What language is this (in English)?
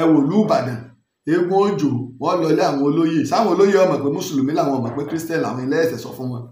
Yoruba